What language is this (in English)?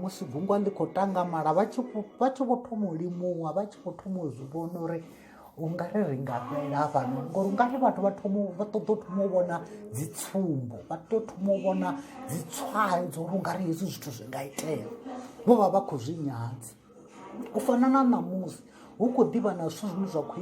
Venda